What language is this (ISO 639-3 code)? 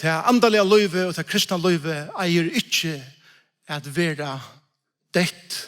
fao